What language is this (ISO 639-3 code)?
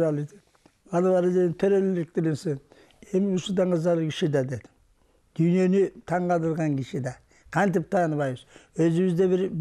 kir